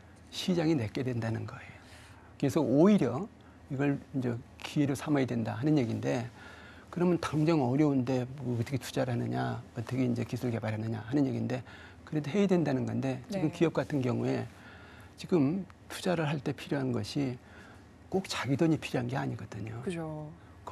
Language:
Korean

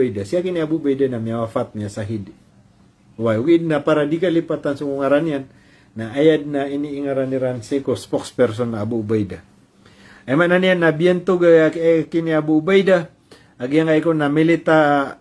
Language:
Maranao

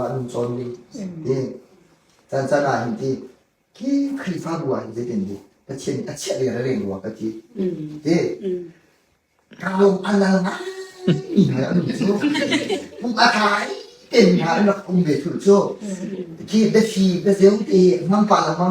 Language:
Hakha Chin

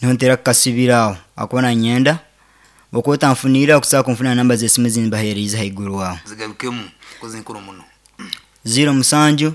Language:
Nyankole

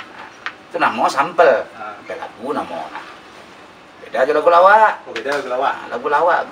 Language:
Minangkabau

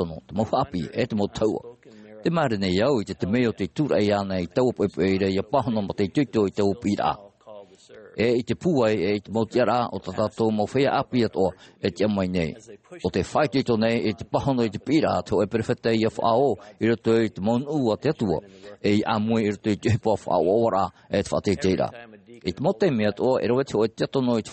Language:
Tahitian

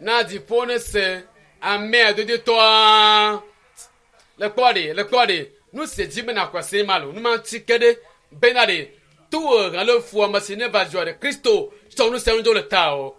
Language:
Ewe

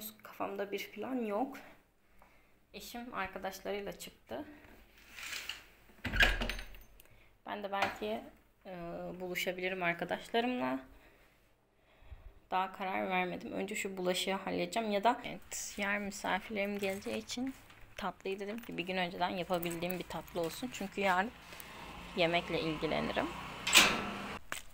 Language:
Turkish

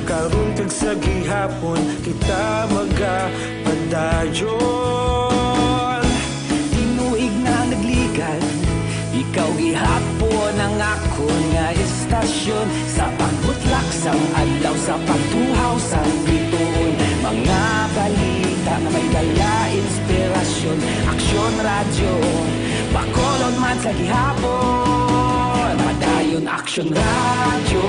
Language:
Hiligaynon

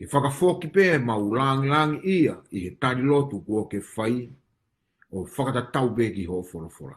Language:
Tongan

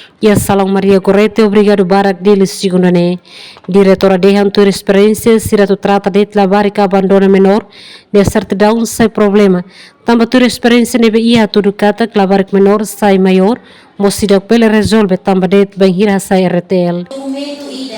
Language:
Tetum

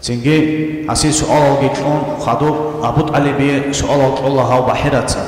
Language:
Avaric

